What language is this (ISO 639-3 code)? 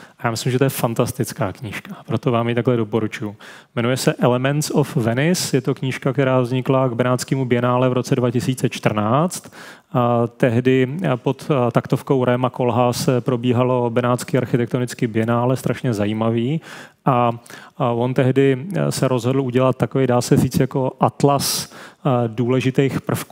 ces